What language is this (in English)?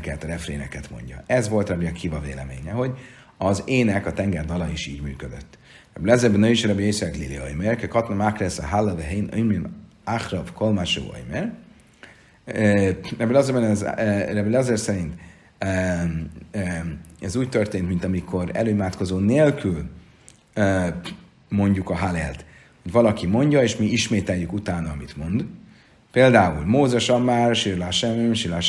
Hungarian